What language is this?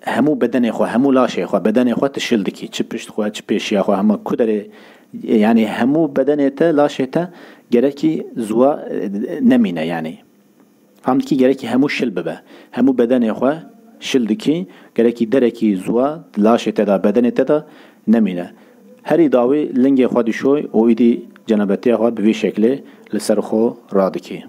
Kurdish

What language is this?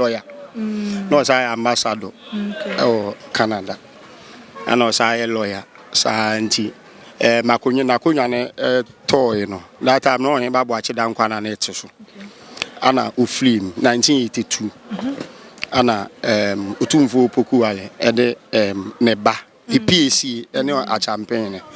Akan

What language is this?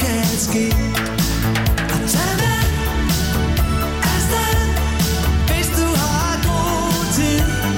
Danish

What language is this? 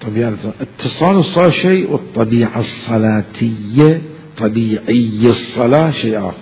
Mesopotamian Arabic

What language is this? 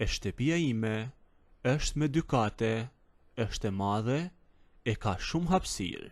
Albanian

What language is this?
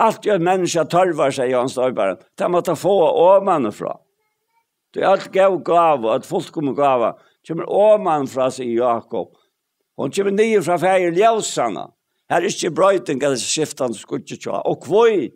Faroese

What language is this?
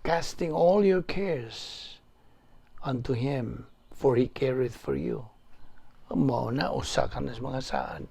Cebuano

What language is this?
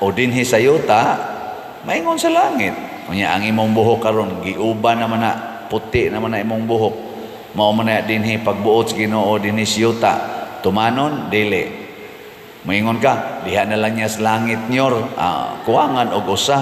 Cebuano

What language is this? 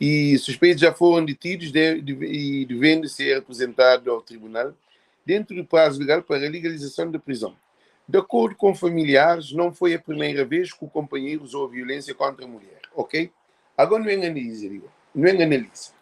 Kabuverdianu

